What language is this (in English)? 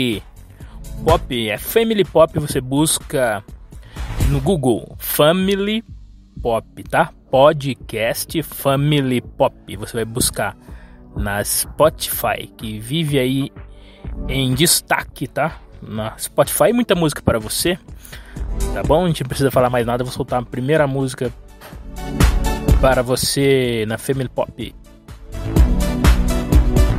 Portuguese